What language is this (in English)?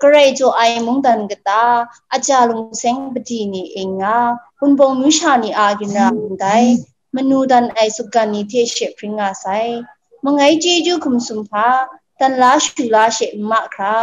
Kachin